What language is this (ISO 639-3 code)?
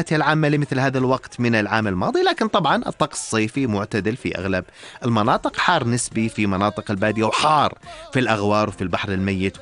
apc